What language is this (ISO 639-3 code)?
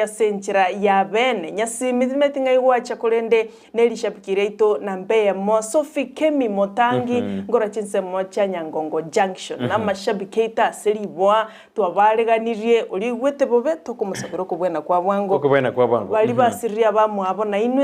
guz